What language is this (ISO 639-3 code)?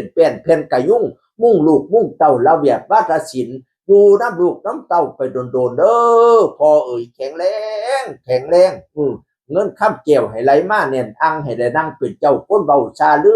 tts